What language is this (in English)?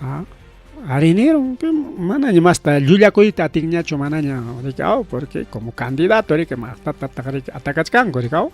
Ayacucho Quechua